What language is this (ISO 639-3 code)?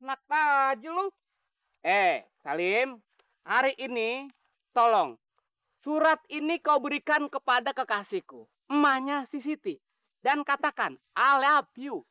bew